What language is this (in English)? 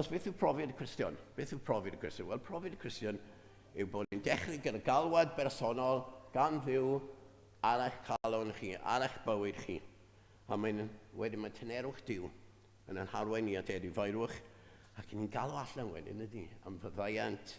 Welsh